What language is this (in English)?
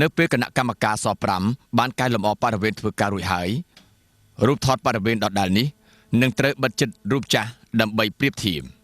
Khmer